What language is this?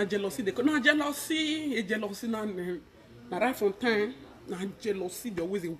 Nigerian Pidgin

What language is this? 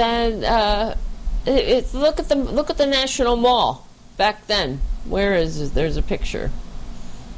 English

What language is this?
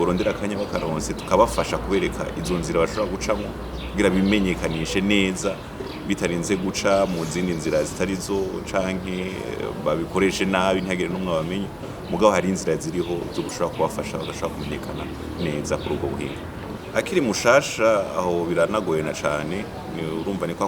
Rundi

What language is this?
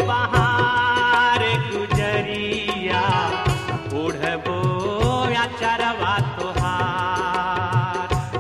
Bhojpuri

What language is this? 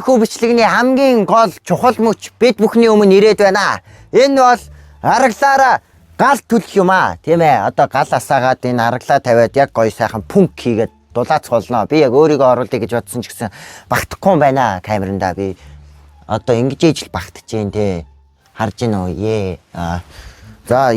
Mongolian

